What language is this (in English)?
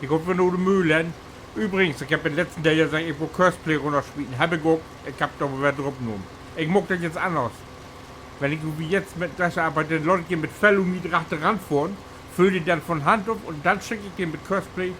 Low German